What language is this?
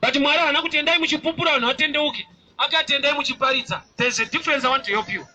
Shona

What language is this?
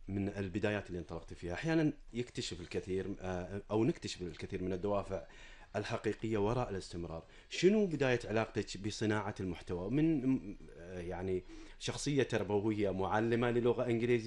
Gulf Arabic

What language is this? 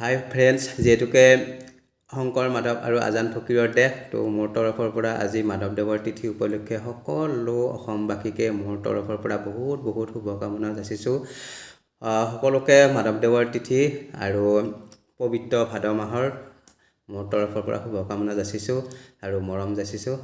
Assamese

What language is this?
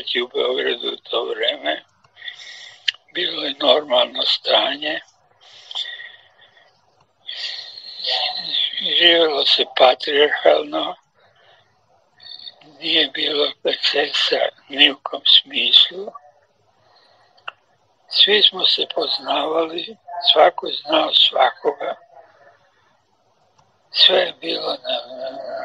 Serbian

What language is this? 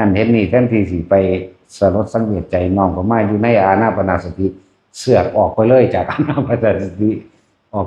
Northeastern Thai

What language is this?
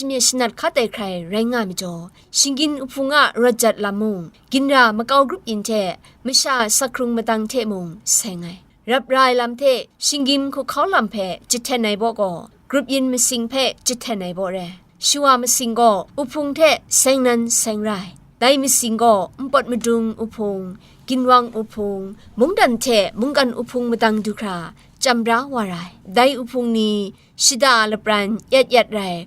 Kachin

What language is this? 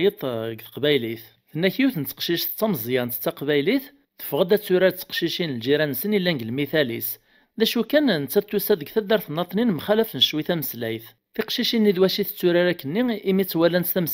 Kabyle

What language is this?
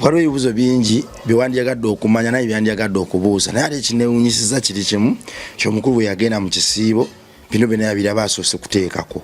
Ganda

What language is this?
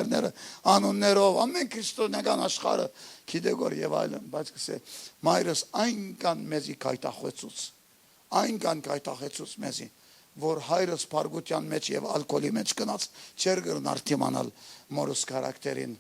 Western Armenian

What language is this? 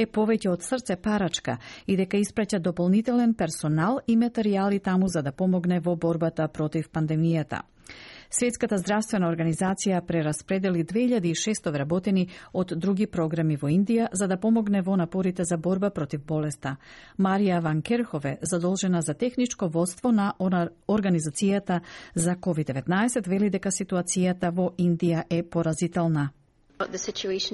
Macedonian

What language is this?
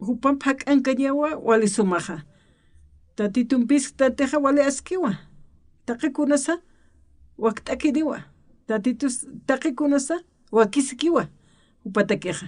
Aymara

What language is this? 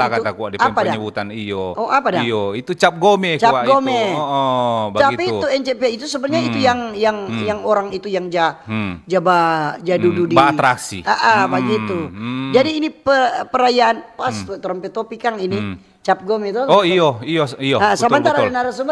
Manado Malay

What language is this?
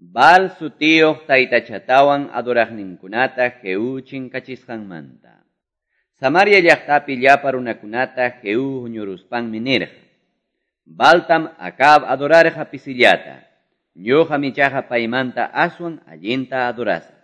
Quechua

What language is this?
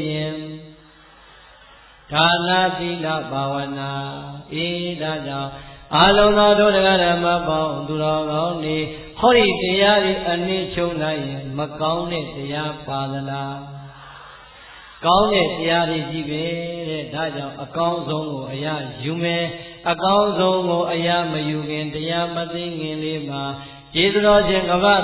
Burmese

